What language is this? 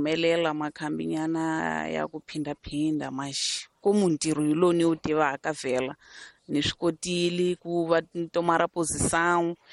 Tsonga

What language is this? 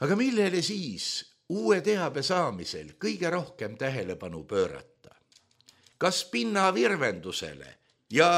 Estonian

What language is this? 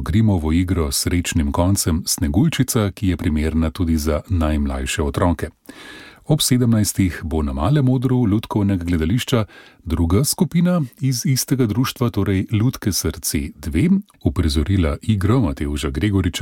Slovenian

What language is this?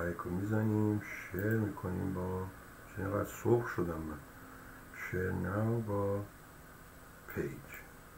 Persian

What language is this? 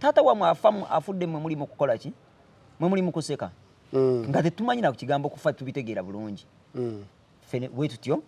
Ganda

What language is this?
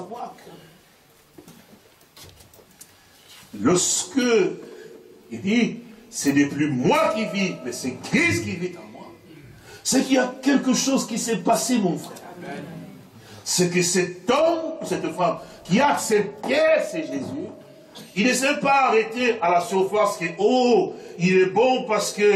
French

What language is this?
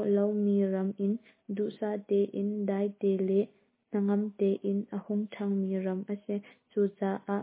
Hakha Chin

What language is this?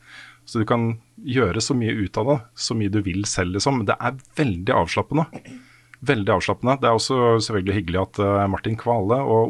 Norwegian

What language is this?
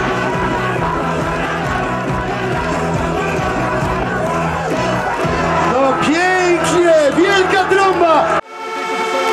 Polish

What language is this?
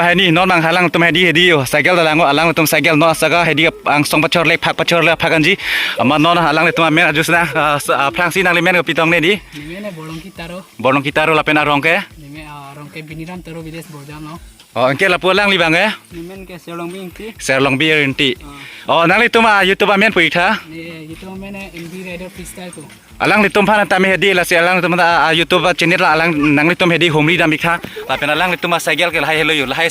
Karbi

